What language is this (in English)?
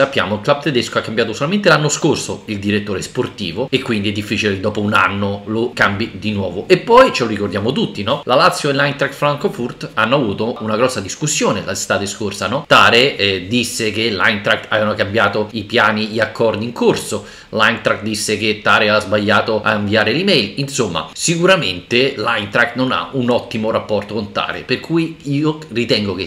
Italian